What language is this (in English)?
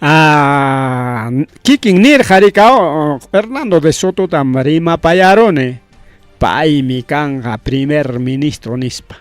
Ayacucho Quechua